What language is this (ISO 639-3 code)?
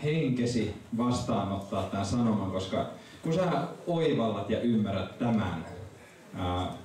fin